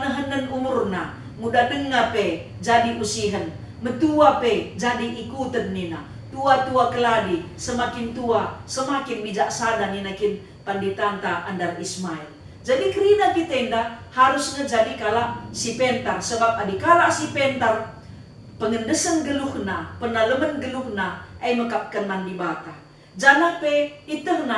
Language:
Batak Karo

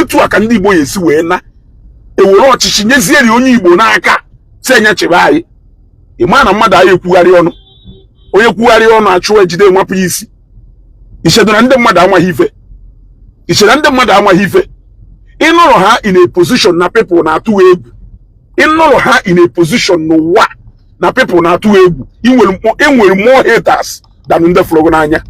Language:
Igbo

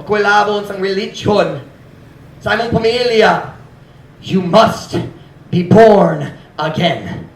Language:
Cebuano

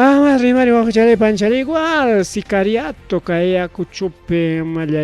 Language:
Ayacucho Quechua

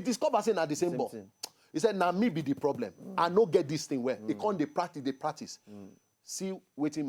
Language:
Nigerian Pidgin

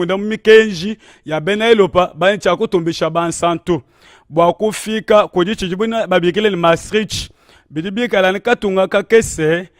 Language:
Luba-Lulua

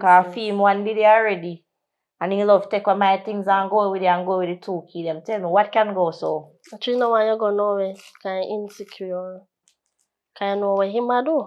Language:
Jamaican Creole English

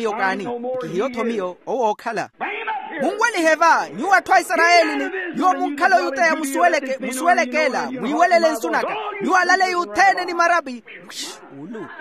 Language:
Makhuwa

